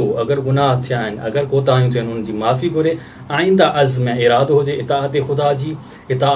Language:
Sindhi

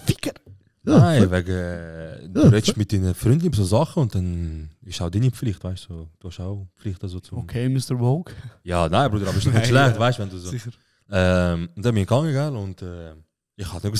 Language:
Swiss German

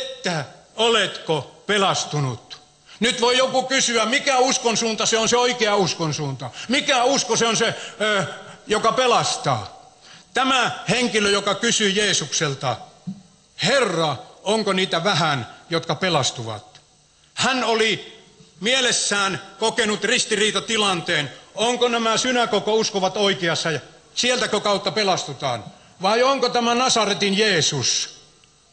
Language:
Finnish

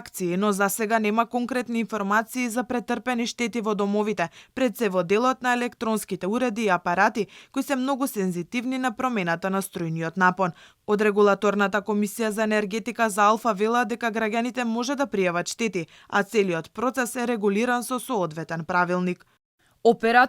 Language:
Macedonian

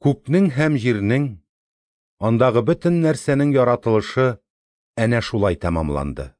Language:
Tatar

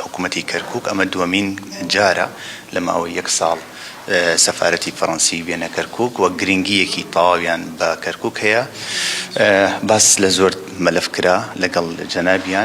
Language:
Central Kurdish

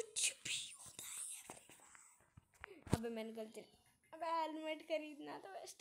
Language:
Hindi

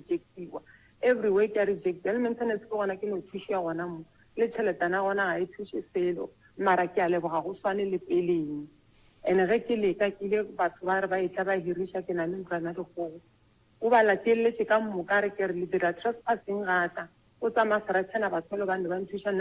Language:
Northern Sotho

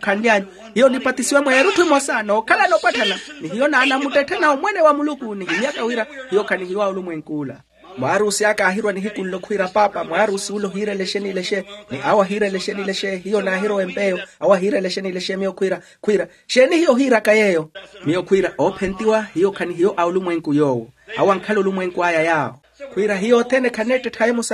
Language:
Makhuwa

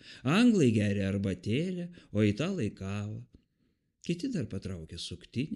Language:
Lithuanian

